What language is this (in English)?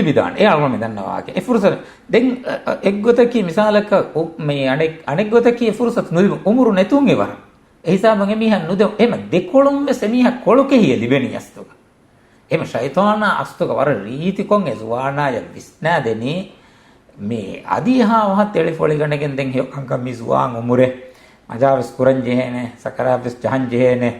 Divehi